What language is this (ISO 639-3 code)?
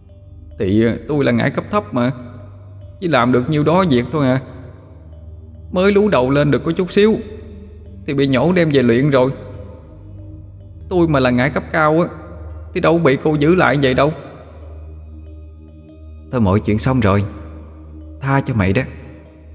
vie